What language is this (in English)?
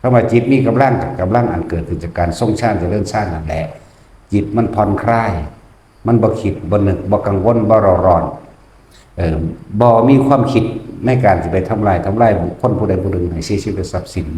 Northeastern Thai